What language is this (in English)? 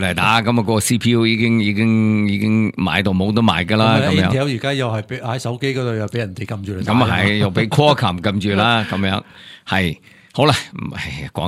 Cantonese